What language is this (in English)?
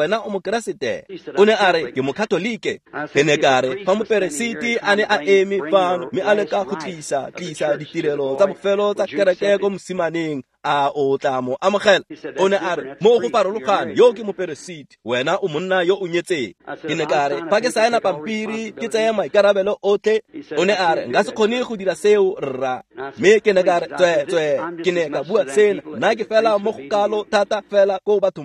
Tswana